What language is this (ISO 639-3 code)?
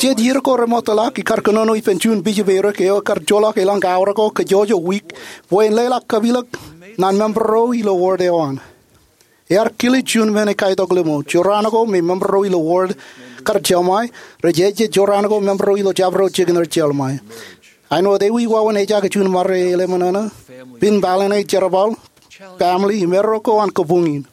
mah